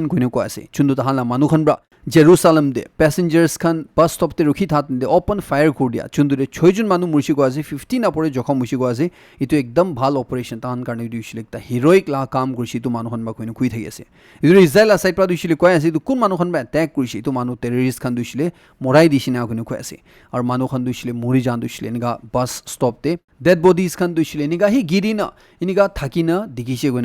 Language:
Naga Pidgin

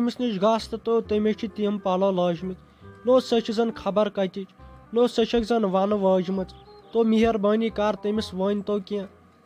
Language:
Kashmiri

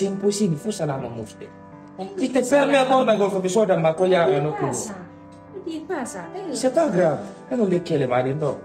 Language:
Pular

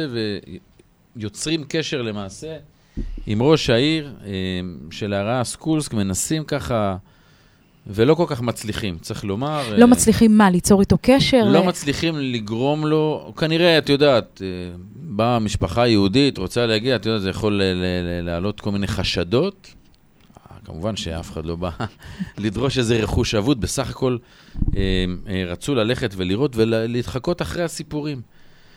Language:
Hebrew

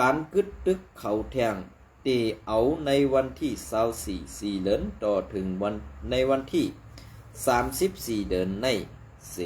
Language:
Shan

